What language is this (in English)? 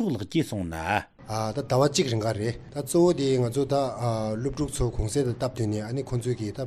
Tibetan